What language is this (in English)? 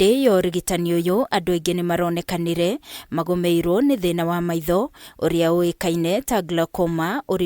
Kikuyu